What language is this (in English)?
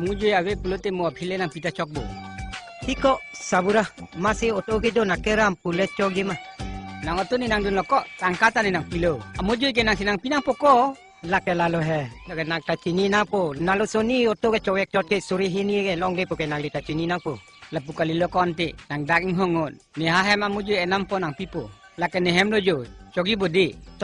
Karbi